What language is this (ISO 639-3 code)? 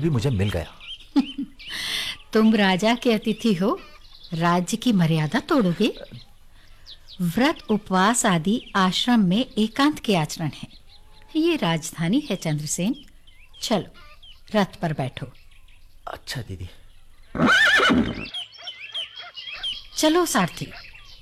hin